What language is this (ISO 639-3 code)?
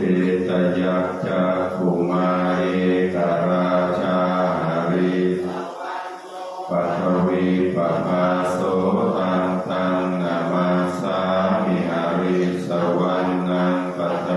pli